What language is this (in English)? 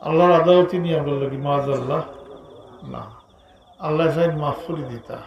Sylheti